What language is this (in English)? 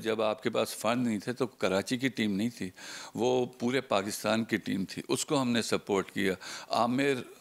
Urdu